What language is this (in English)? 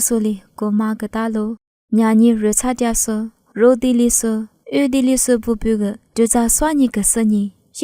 Lisu